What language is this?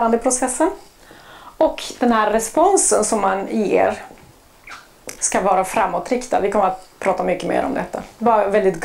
Swedish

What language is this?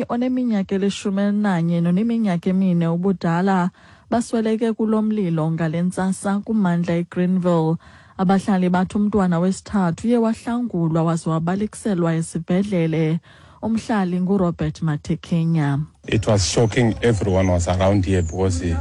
Xhosa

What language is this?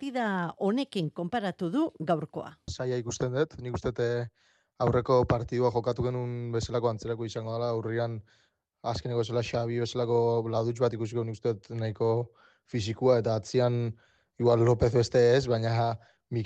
Basque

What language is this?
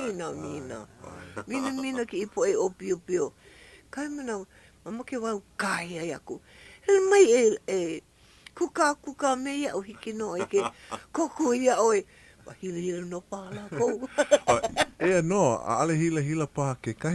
Hawaiian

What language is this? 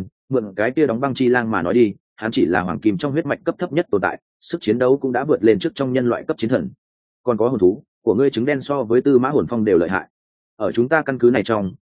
Vietnamese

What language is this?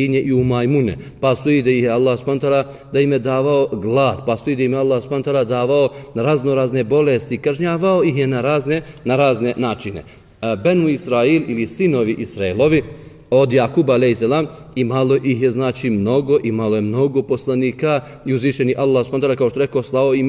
Bosnian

